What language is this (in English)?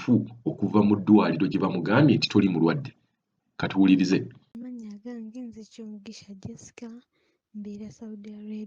Ganda